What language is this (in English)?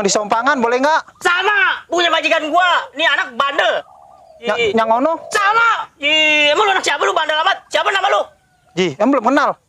Betawi